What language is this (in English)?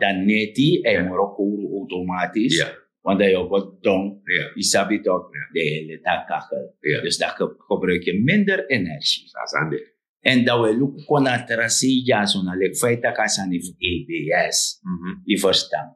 Sranan Tongo